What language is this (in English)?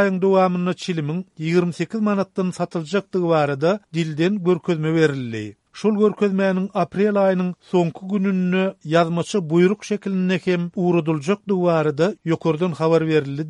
Turkmen